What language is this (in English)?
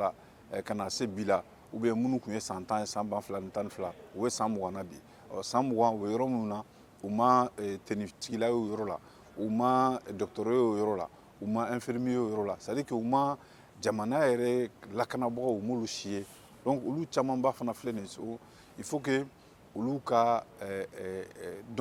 Bambara